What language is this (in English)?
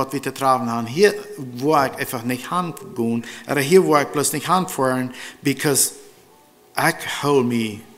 Plautdietsch